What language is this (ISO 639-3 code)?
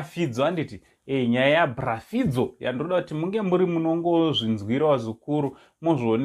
sna